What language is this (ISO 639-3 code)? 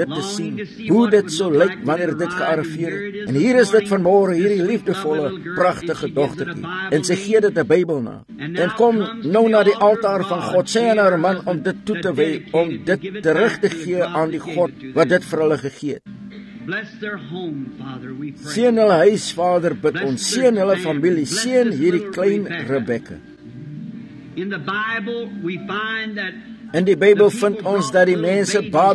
afr